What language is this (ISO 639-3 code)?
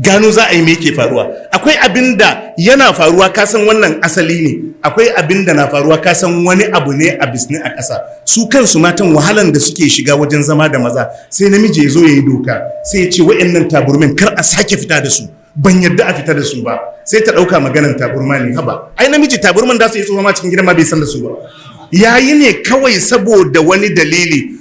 hau